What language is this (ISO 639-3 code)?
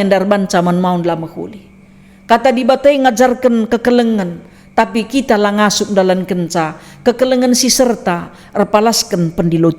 btx